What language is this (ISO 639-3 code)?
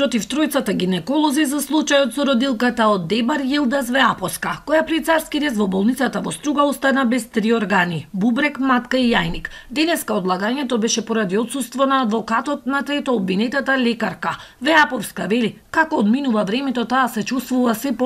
mkd